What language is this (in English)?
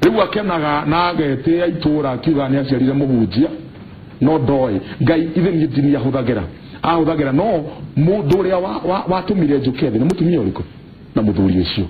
Kikuyu